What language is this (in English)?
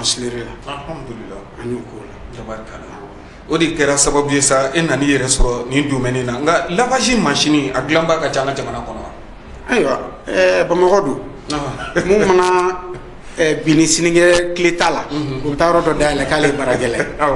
Bambara